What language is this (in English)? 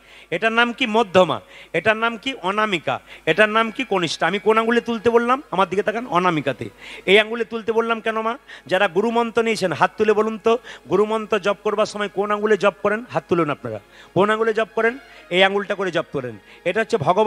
Bangla